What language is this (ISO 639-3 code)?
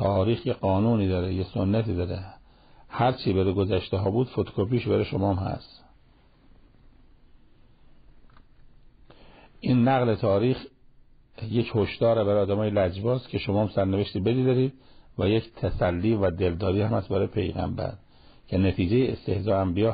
fas